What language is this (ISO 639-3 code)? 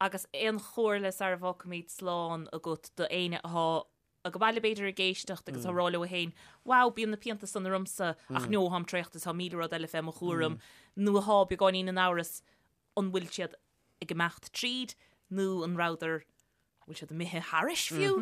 gle